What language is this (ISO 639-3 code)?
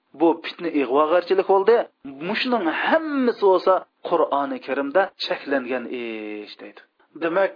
uig